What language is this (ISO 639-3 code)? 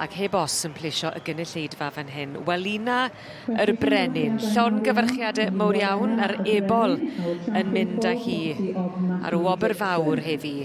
cym